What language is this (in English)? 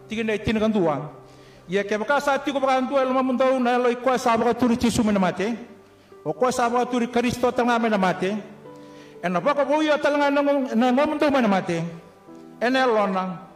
Fijian